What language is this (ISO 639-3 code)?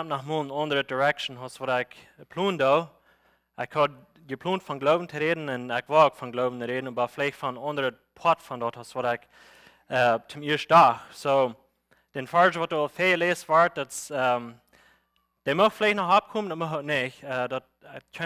pdt